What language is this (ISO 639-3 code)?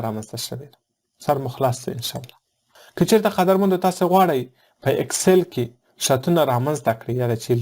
pus